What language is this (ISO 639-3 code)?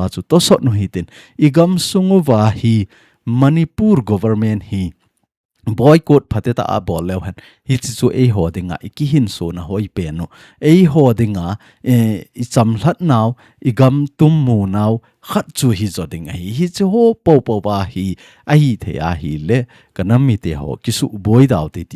tcz